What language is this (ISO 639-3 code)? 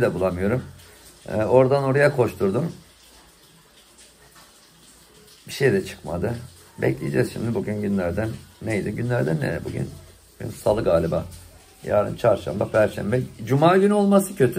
tur